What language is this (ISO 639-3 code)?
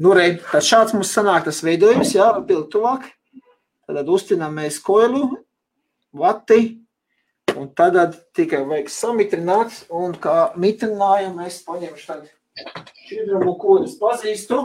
lav